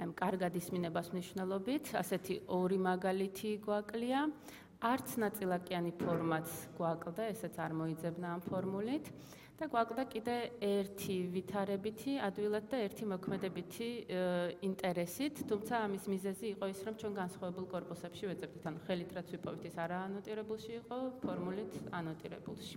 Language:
Georgian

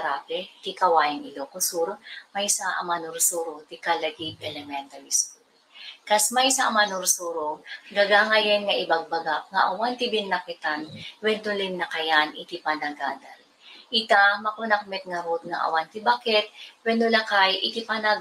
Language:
Iloko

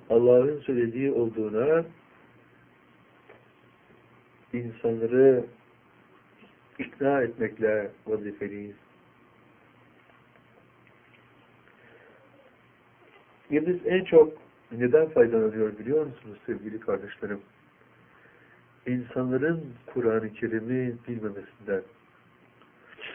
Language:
Turkish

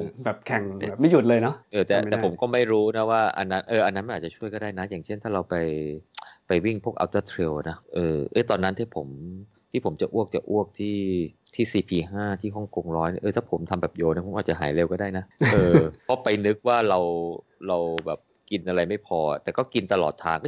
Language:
Thai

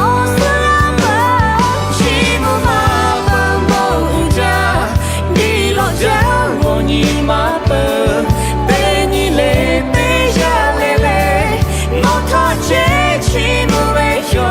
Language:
Lahu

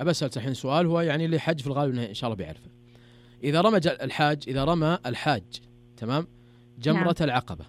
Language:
Najdi Arabic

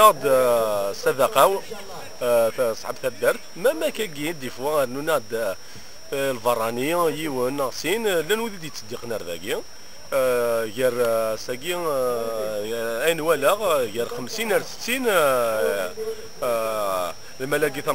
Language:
Kabyle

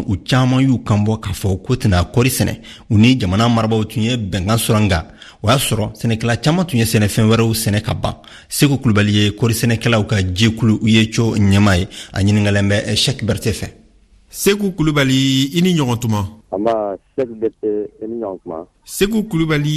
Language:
Bambara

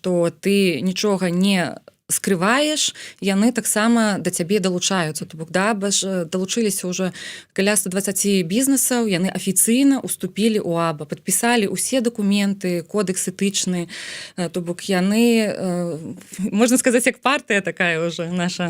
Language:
Belarusian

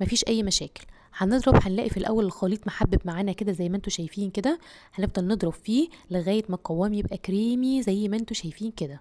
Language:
Egyptian Arabic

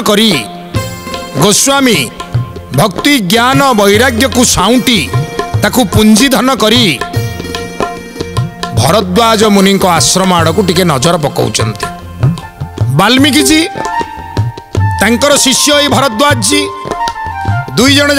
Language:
Odia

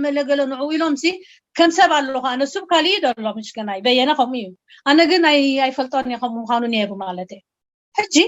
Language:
Tigrinya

